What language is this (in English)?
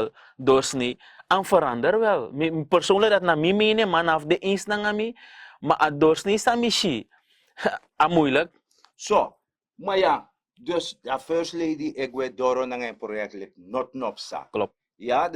Sranan Tongo